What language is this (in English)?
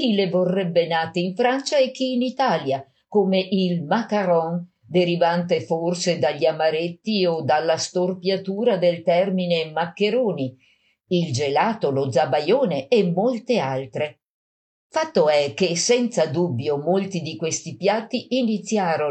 Italian